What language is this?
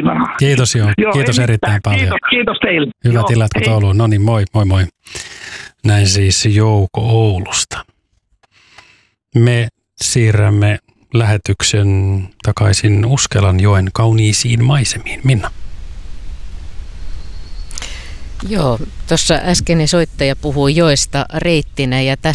Finnish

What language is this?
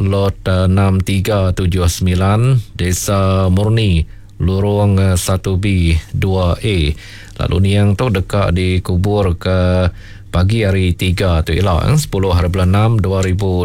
Iban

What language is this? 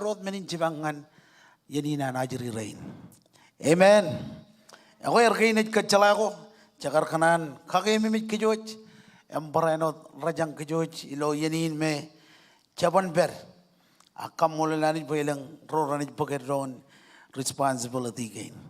Marshallese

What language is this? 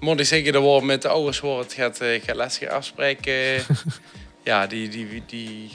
Limburgish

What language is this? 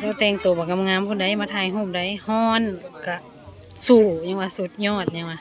Lao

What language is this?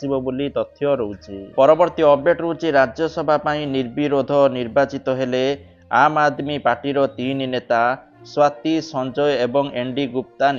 Odia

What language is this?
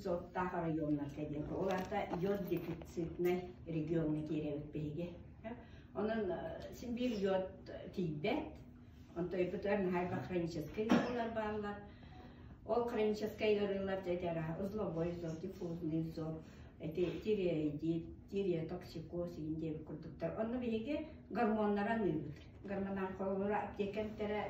Yakut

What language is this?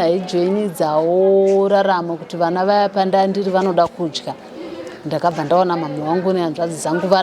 Shona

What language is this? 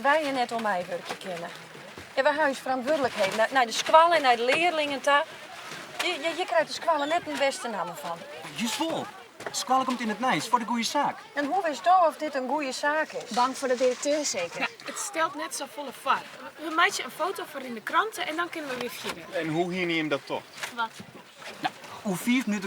Western Frisian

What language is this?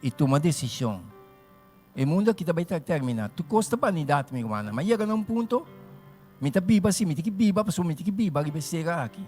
Papiamento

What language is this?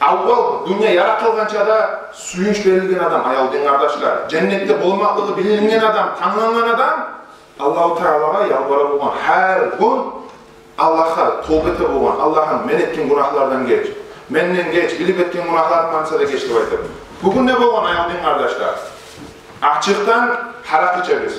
Kumyk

